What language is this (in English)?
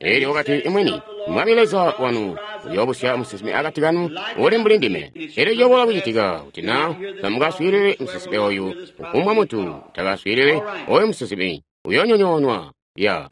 Tonga (Zambia)